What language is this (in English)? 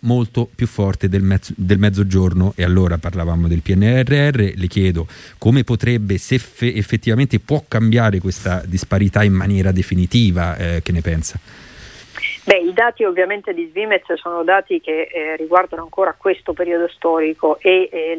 Italian